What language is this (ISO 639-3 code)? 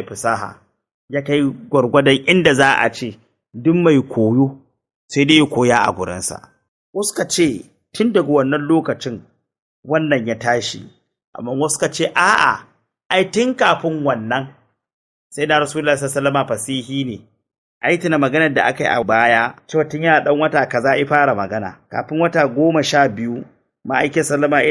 hau